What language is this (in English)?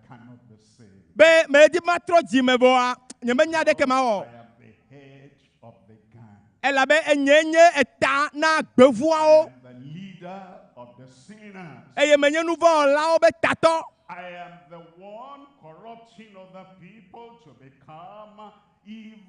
Ewe